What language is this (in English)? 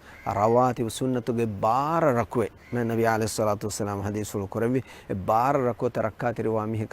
Divehi